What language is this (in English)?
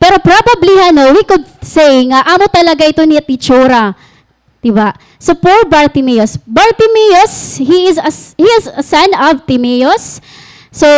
Waray